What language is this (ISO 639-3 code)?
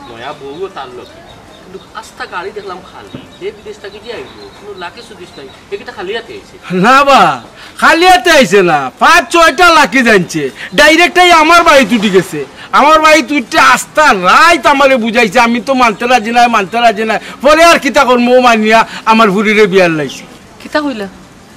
syl